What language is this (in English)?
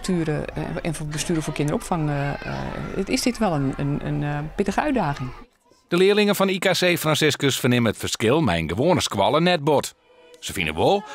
Western Frisian